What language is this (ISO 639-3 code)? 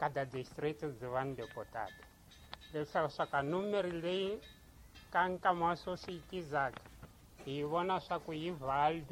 tso